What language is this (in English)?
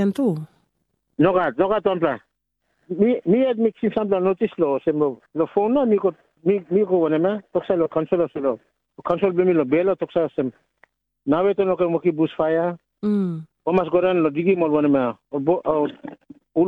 Tok Pisin